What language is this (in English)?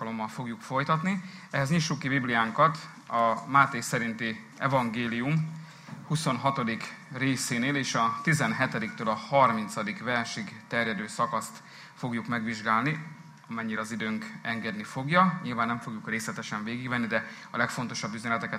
Hungarian